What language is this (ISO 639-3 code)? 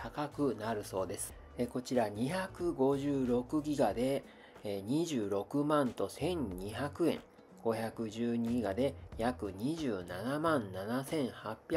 jpn